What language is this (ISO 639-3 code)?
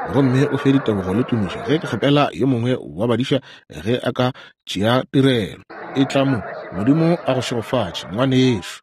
nso